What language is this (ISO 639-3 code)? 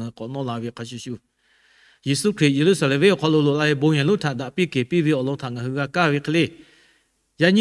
lhu